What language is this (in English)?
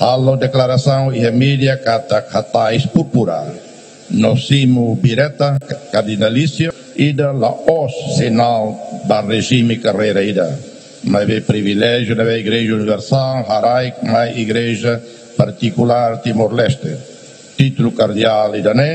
Tetum